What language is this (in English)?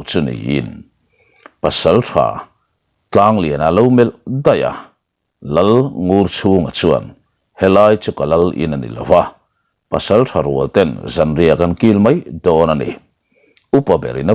Mizo